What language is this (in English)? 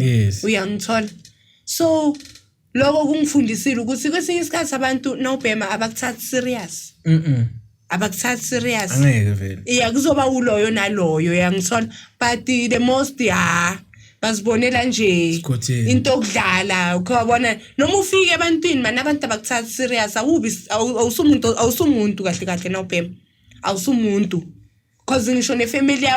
Zulu